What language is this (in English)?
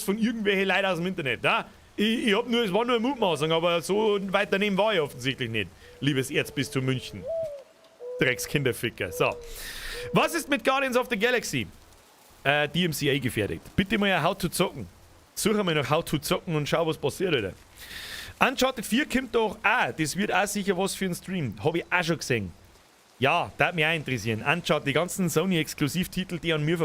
Bavarian